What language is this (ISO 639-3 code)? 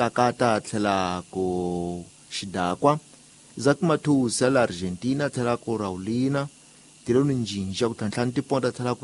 tso